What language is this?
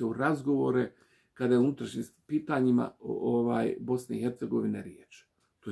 Bosnian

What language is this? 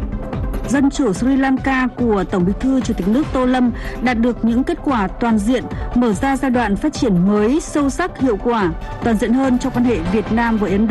Vietnamese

